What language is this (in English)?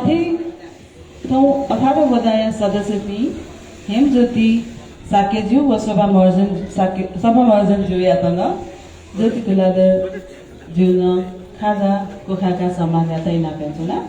Newari